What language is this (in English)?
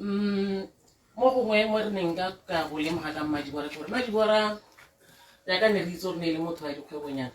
Tswana